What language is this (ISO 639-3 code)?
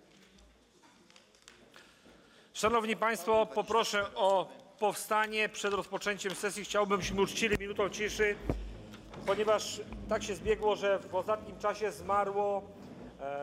pol